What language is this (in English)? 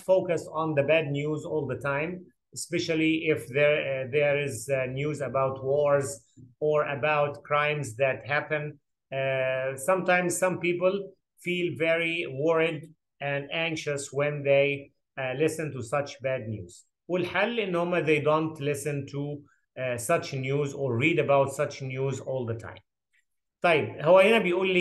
Egyptian Arabic